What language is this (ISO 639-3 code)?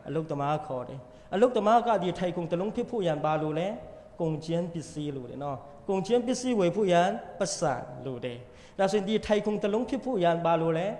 mya